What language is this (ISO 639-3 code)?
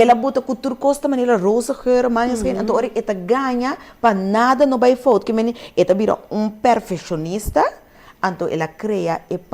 pap